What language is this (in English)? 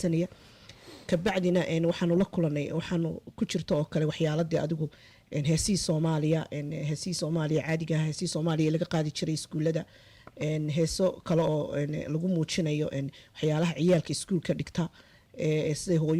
Somali